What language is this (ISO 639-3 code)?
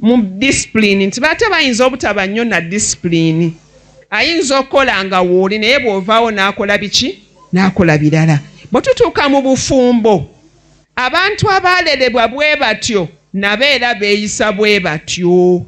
lug